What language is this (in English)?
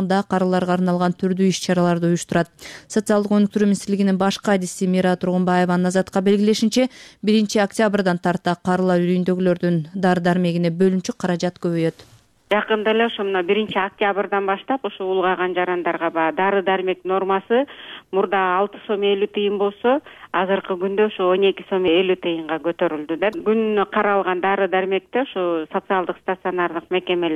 Kyrgyz